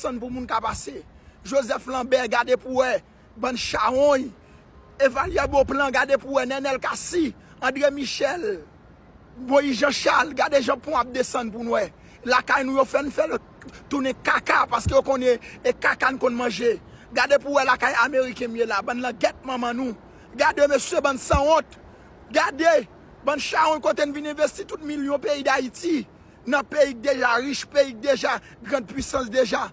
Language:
Haitian Creole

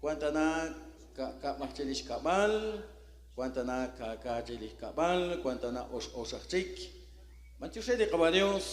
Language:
Kekchí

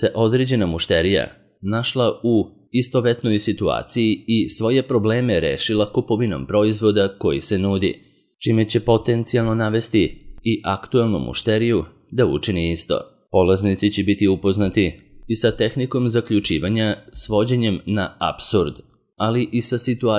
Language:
Serbian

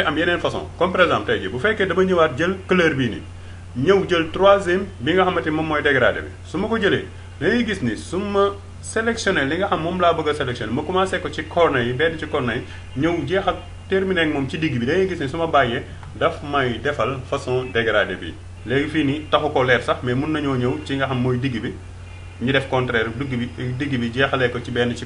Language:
Wolof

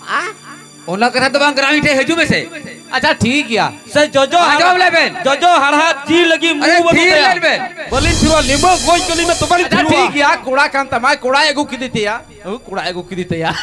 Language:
Santali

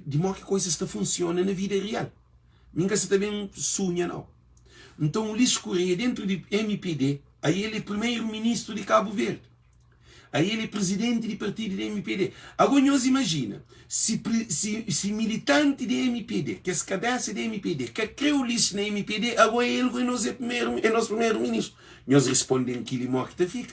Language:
Kabuverdianu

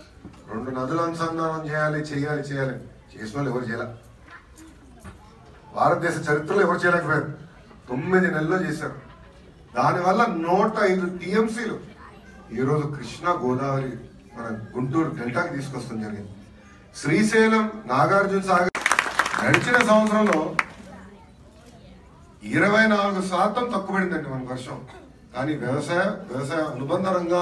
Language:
Telugu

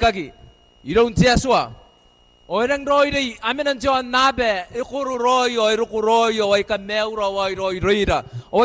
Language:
Gilbertese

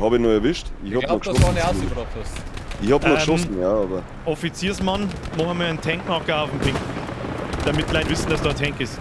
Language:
Bavarian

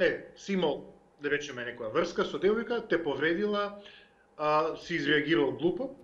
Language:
Macedonian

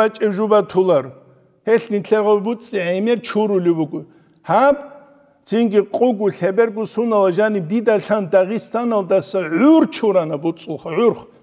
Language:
Avaric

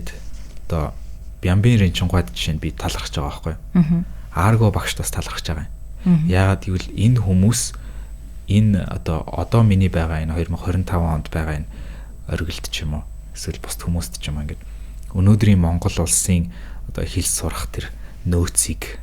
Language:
Mongolian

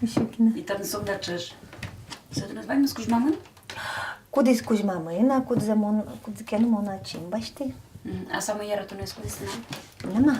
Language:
Udmurt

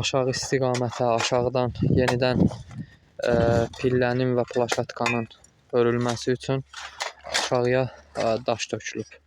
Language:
Azerbaijani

